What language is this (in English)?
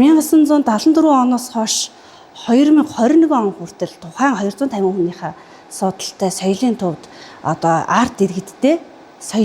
Mongolian